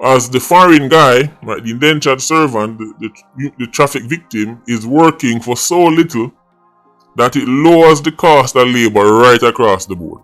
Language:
Jamaican Creole English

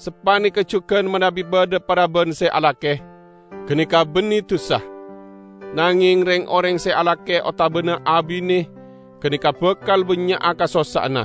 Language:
Madurese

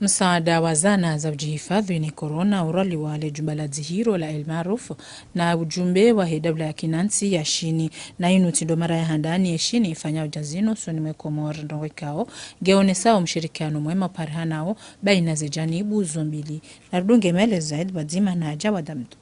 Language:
Ngazidja Comorian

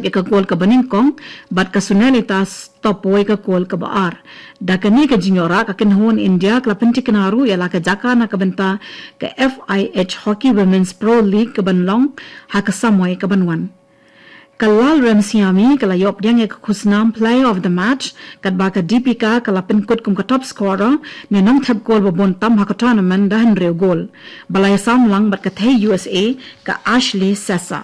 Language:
Khasi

